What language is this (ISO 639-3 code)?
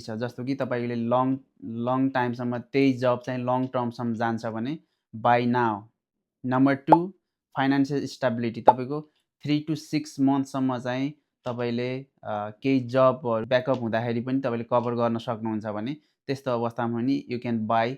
nep